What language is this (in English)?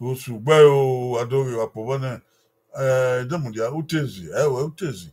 Bini